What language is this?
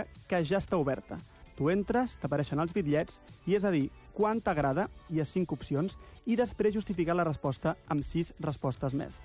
Catalan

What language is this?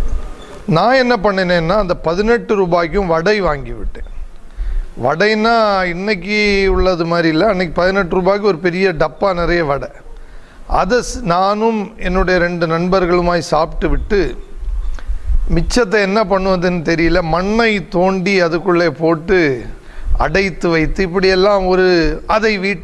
Tamil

